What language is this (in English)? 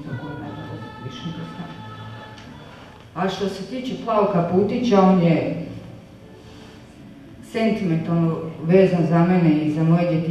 Croatian